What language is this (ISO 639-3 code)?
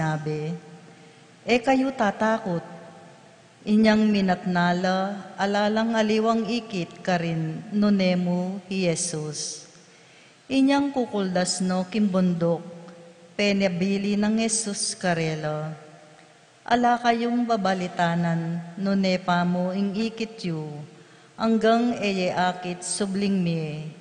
pam